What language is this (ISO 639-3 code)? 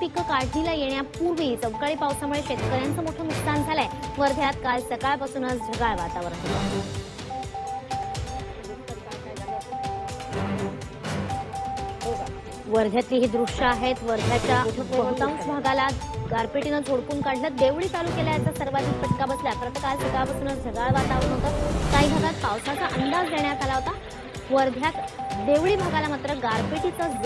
mar